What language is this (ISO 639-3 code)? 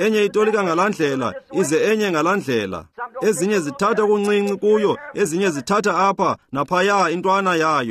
xho